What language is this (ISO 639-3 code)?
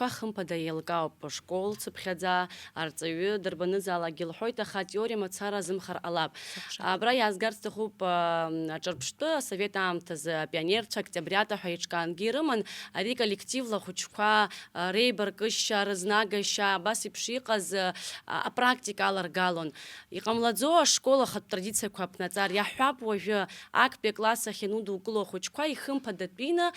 abk